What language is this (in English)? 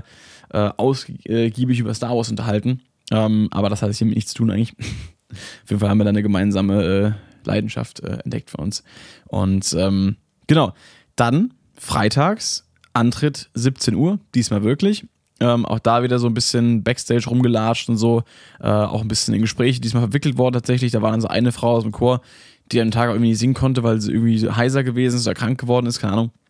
German